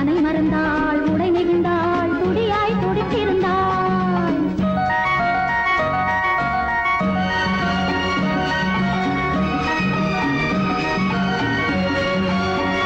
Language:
Tamil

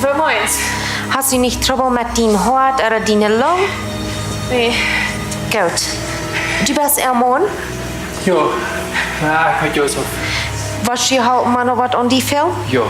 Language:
Plautdietsch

